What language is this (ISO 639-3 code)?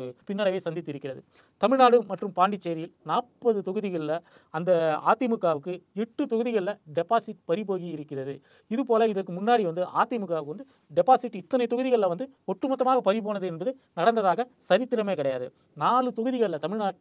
tam